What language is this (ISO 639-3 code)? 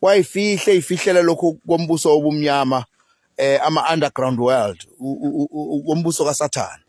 zul